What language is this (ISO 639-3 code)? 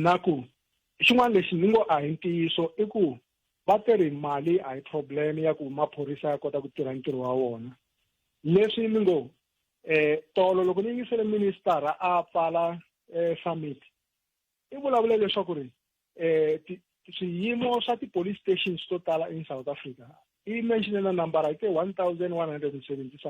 tso